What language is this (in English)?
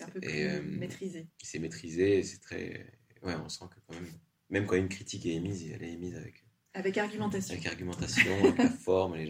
French